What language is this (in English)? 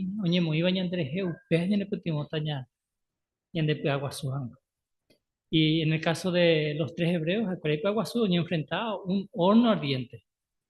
Guarani